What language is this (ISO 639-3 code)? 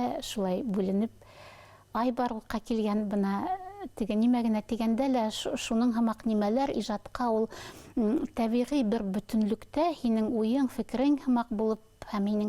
bak